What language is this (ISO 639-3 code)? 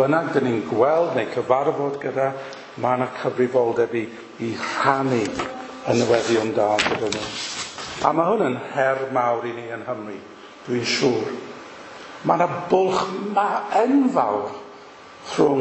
cym